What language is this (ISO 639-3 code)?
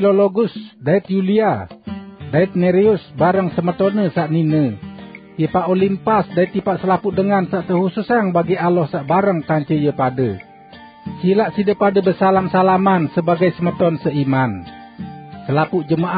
sas